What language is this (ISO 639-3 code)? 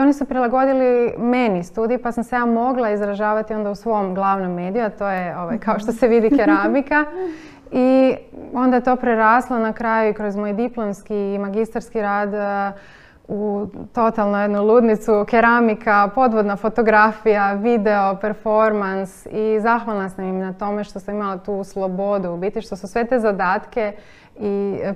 hrv